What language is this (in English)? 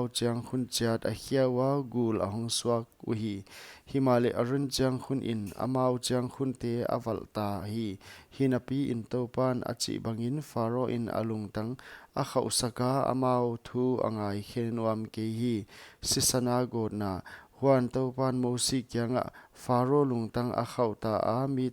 Paite Chin